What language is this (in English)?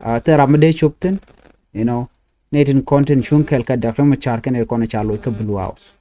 Nuer